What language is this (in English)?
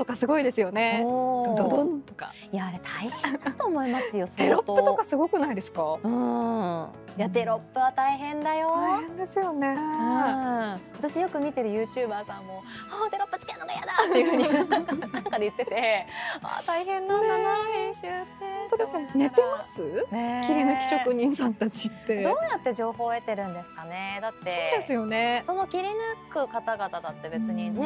Japanese